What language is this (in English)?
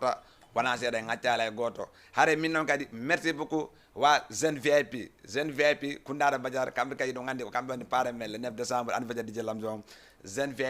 Fula